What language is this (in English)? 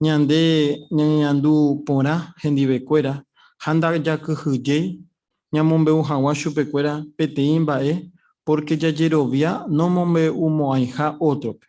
Guarani